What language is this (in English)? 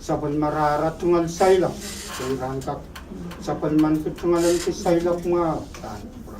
Pohnpeian